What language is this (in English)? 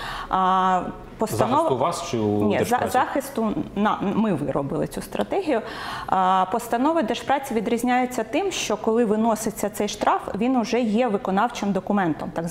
Ukrainian